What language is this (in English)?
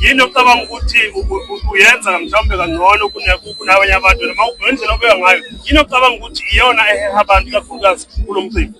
Zulu